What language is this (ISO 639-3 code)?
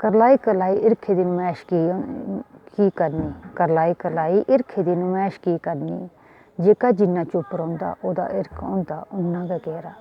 doi